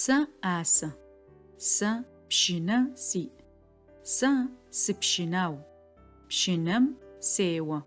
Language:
Adyghe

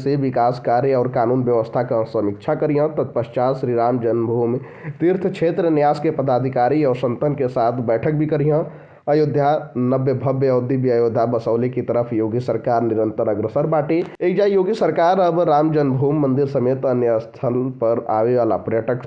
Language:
Bhojpuri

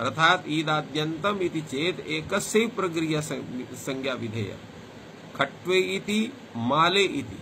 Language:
Sanskrit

